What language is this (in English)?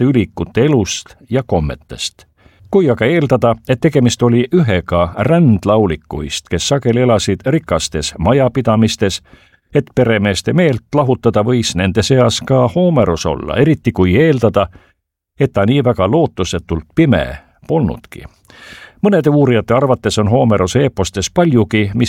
Estonian